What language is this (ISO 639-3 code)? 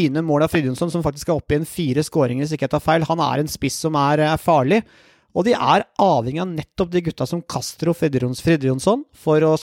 nor